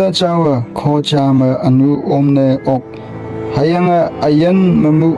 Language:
Konyak Naga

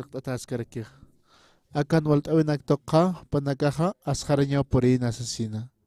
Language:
Aymara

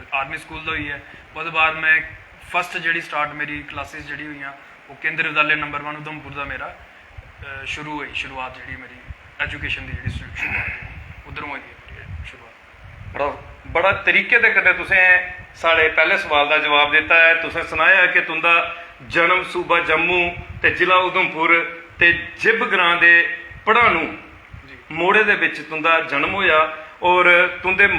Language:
Dogri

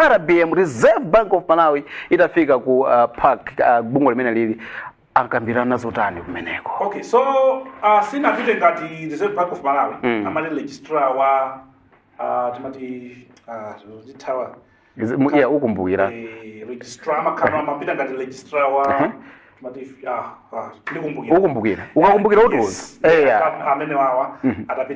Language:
Nyanja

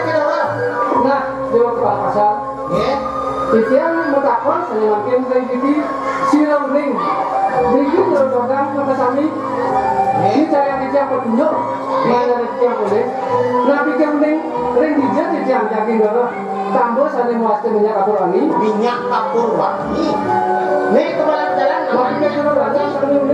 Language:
Balinese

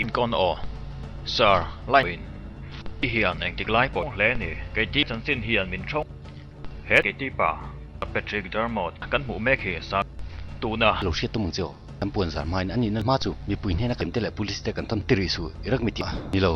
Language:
Mizo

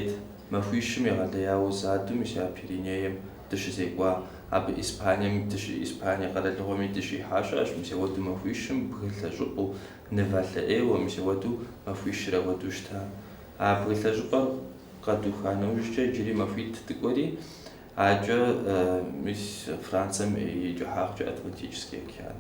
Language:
Kabardian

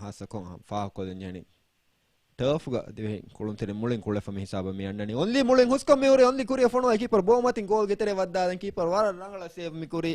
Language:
Divehi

